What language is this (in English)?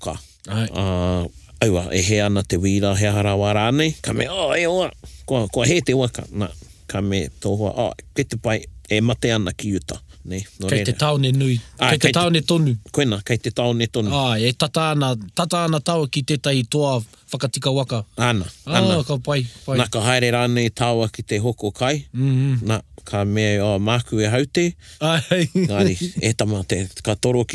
Māori